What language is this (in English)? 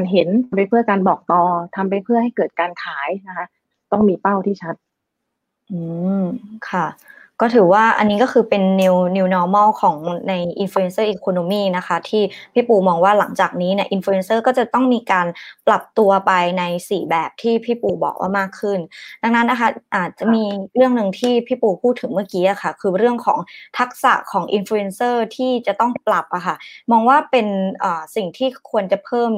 Thai